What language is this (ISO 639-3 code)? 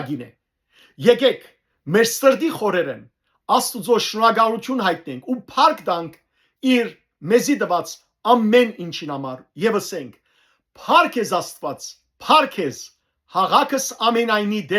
hyw